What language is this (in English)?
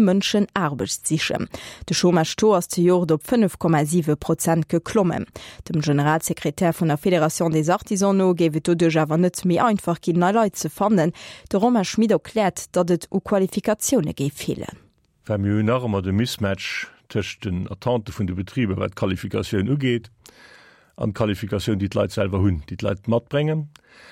Luxembourgish